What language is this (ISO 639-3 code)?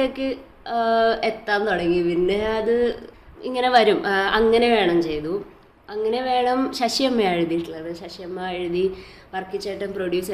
mal